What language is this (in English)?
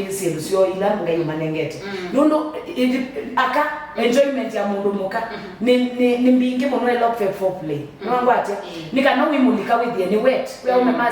Kamba